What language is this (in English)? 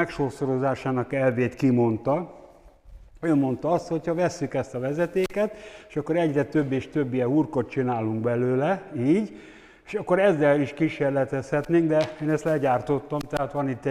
Hungarian